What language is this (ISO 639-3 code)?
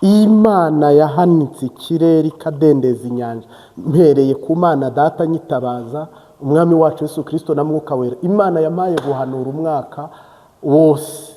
kin